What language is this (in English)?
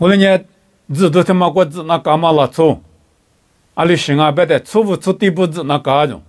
Lisu